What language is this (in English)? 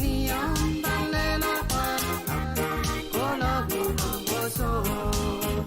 Pohnpeian